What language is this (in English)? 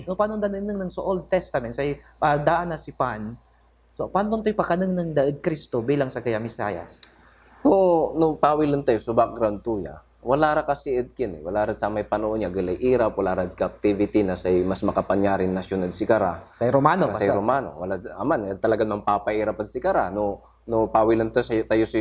Pangasinan